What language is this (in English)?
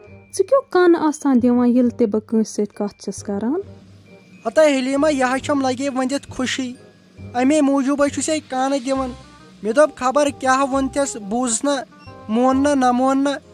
Kashmiri